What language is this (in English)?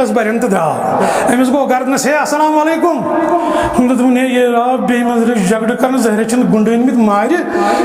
Kashmiri